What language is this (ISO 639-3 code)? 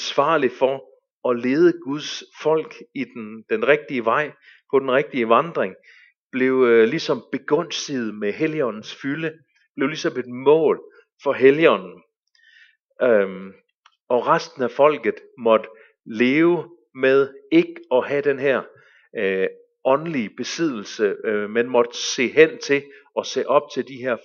dan